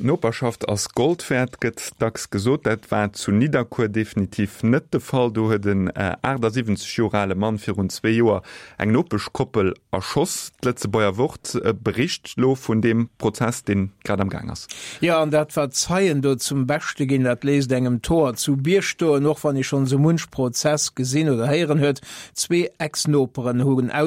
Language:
Luxembourgish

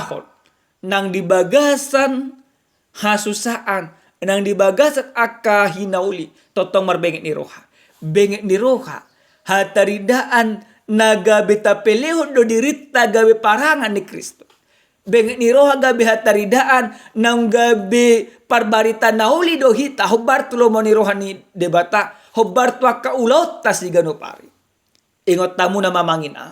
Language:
Batak Toba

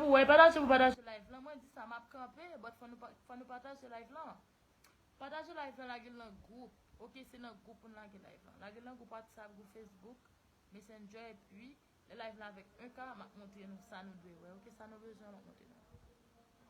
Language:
Haitian Creole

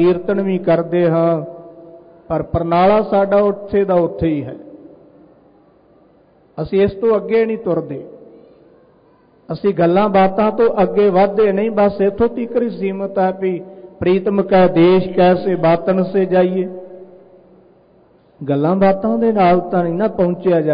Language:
Punjabi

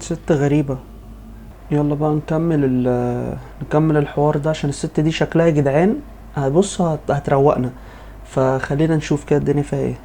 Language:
Egyptian Arabic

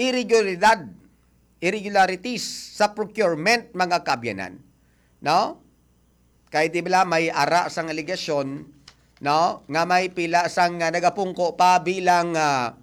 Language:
Hiligaynon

